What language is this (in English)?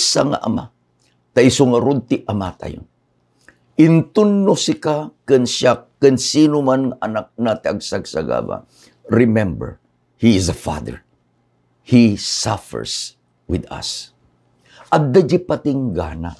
Iloko